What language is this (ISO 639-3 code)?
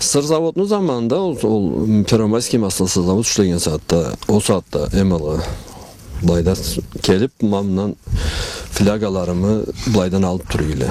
krc